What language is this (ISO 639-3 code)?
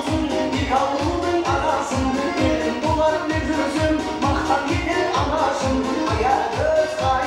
kaa